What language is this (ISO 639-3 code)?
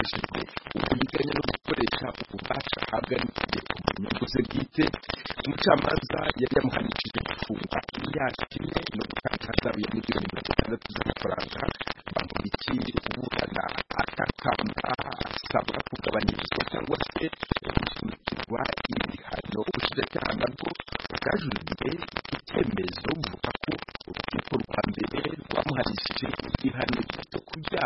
kin